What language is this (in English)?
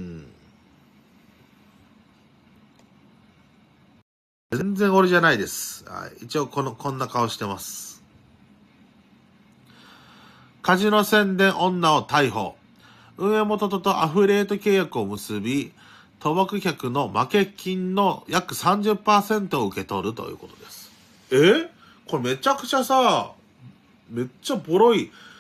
Japanese